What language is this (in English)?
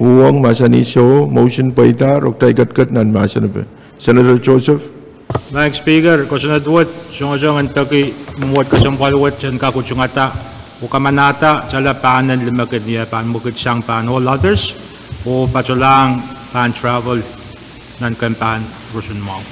Pohnpeian